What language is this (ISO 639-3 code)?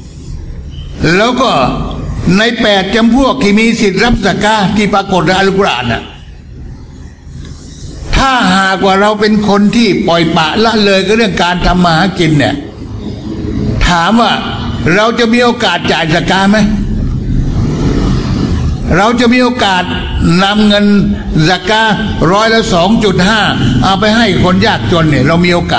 tha